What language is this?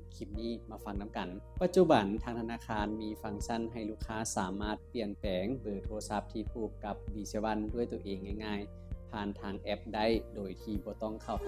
Lao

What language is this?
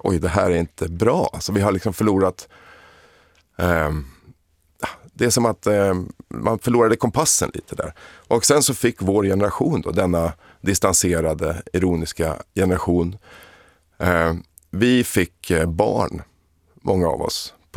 Swedish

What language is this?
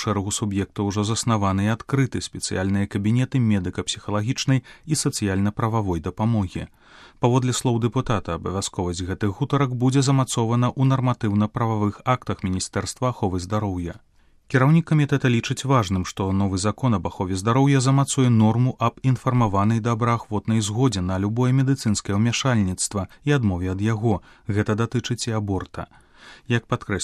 Belarusian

